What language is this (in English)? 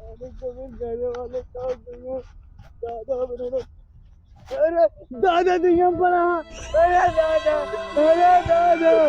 Awadhi